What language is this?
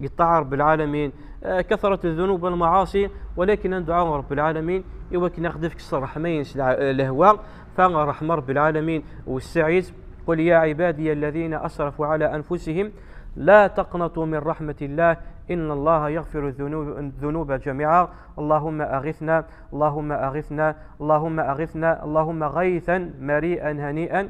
Kabyle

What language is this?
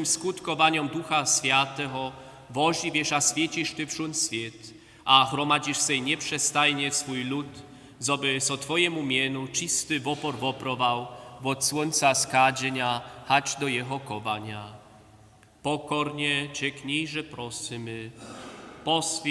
Upper Sorbian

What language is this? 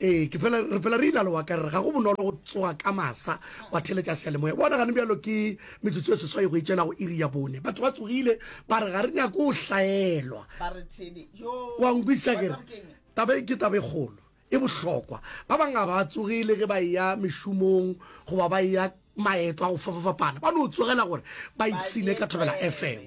Northern Sotho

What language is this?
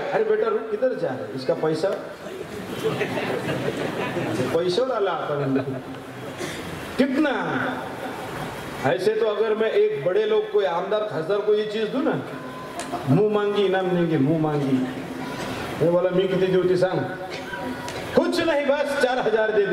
Marathi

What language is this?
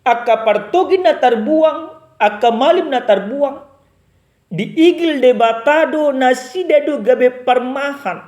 Batak Toba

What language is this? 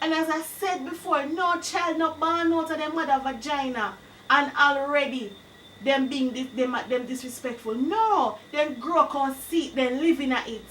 Jamaican Creole English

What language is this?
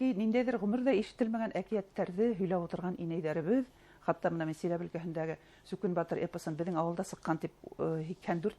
Bashkir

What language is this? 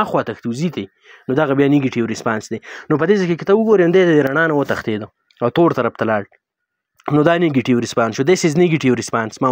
Pashto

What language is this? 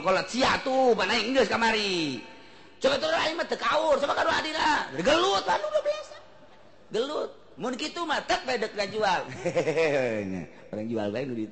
Sundanese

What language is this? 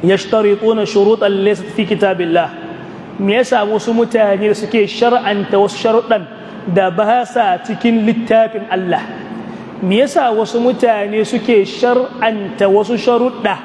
Hausa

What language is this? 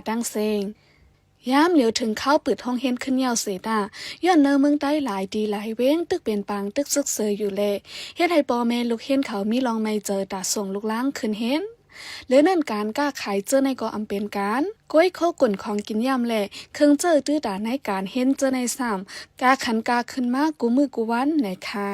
Shan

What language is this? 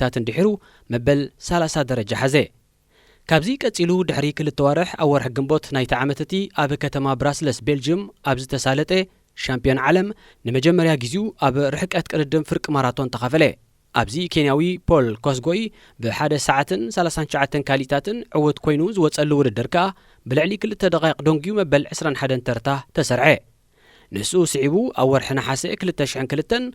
Tigrinya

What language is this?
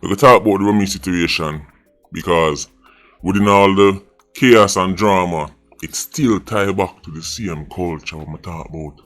Jamaican Creole English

